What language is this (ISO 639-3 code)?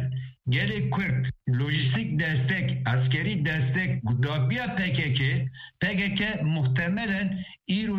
kur